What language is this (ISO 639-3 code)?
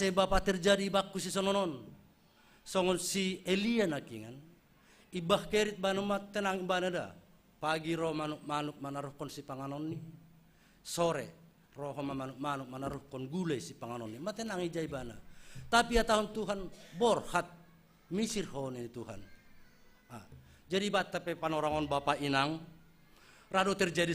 bts